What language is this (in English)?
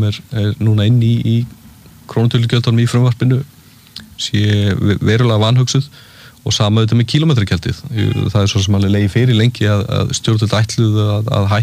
Icelandic